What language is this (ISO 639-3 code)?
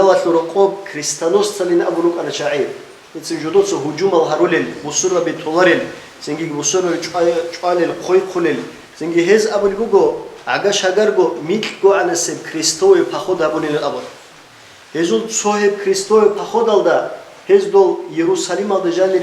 ava